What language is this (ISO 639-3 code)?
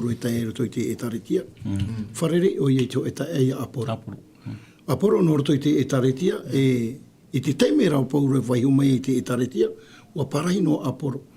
tah